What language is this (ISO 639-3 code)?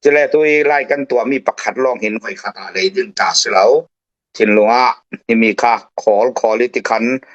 cfm